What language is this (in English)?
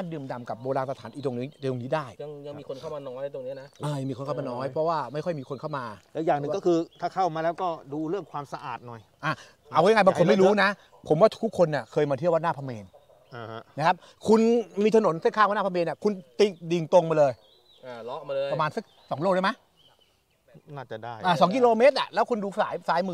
Thai